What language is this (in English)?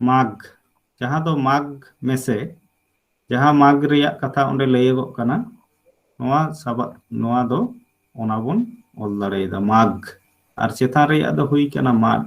Santali